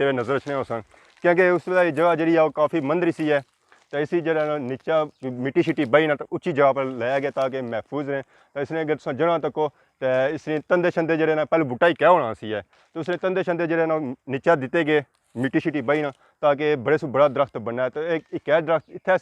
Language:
Pahari-Potwari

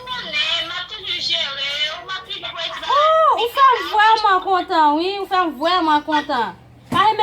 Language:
Haitian Creole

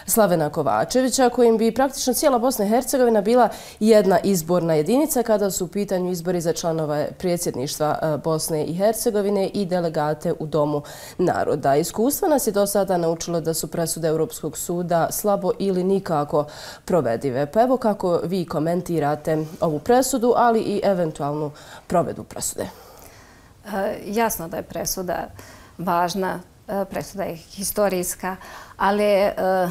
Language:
Bosnian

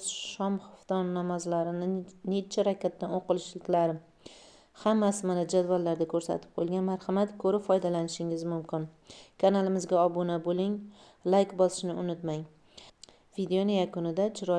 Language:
Uzbek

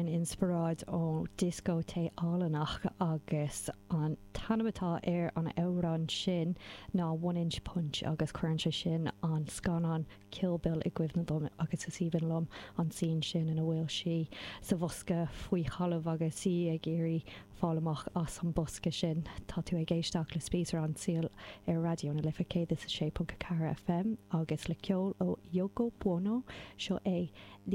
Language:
Irish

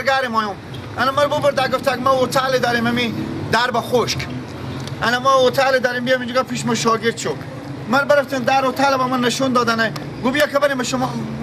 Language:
Persian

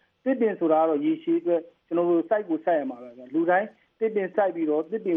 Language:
Burmese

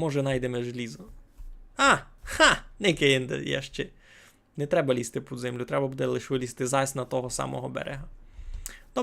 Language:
Rusyn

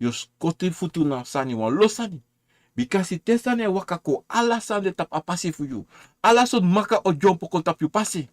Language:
Sranan Tongo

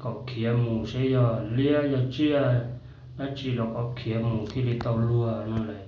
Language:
Hmong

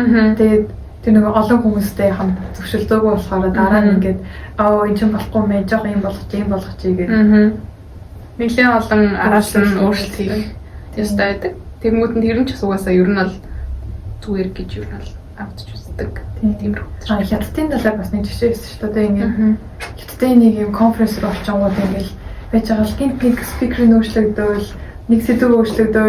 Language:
Mongolian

